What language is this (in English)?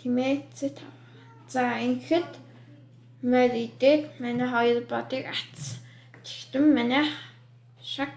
Mongolian